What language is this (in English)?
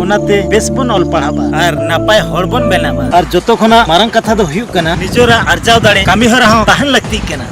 Santali